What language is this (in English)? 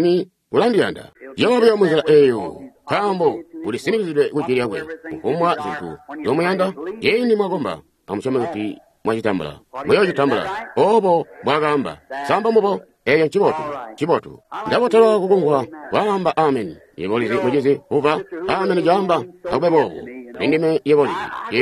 Tonga (Zambia)